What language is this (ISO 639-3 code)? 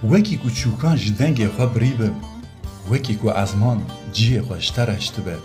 kur